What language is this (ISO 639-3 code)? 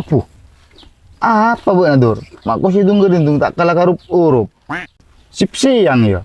mad